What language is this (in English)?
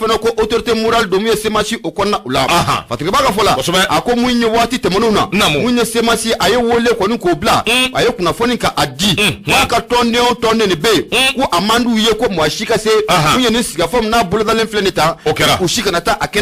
Bambara